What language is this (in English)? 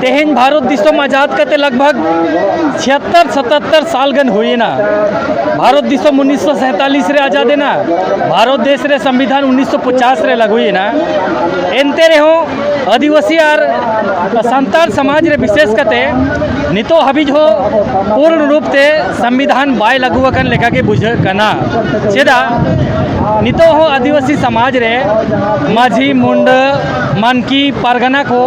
Santali